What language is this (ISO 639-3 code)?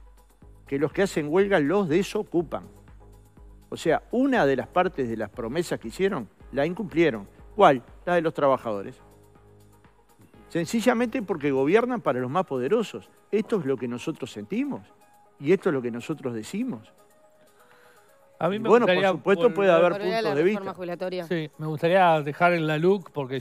spa